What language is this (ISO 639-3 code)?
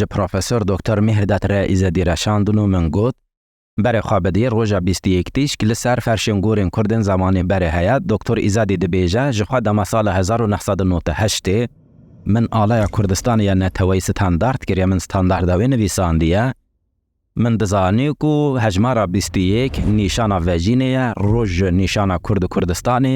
kur